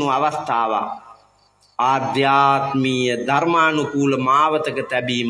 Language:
Sinhala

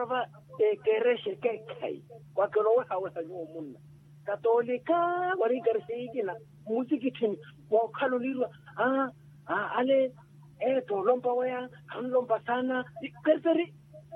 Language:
Makhuwa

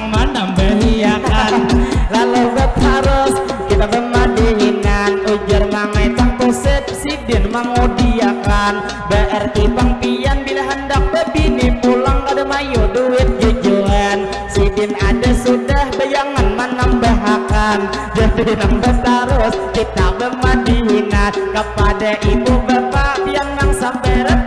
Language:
Banjar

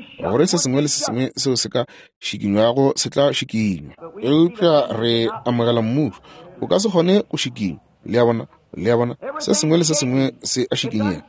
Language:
Northern Sotho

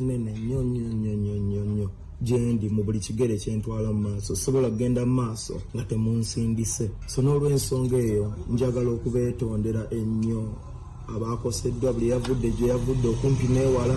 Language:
Ganda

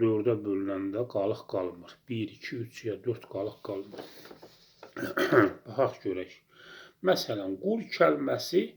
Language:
Azerbaijani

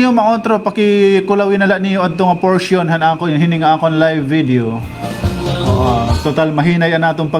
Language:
Waray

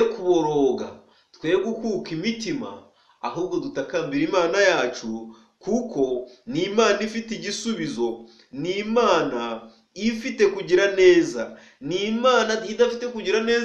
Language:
Kinyarwanda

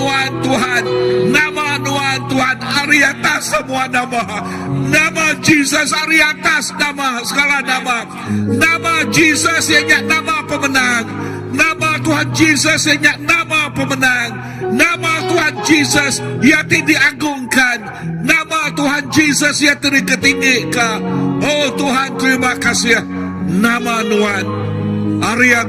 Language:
Iban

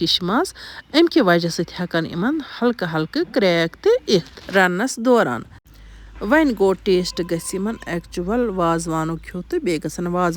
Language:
Kashmiri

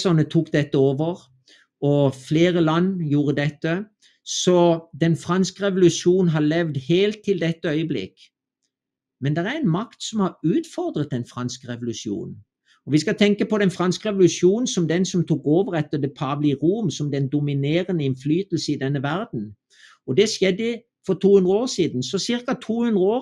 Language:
Norwegian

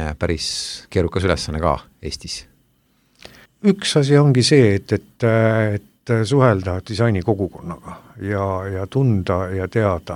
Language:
Estonian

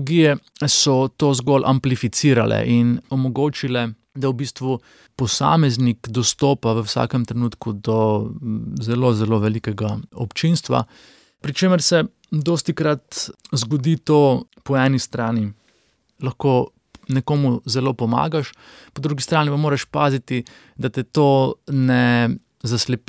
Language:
Slovenian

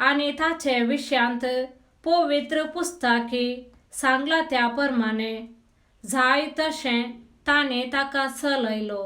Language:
Konkani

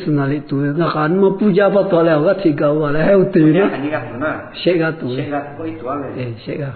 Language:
Lahu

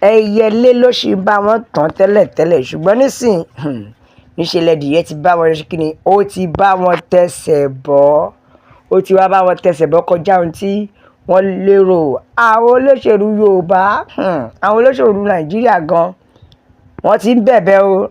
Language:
Yoruba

